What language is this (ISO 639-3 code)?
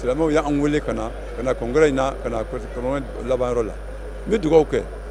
bam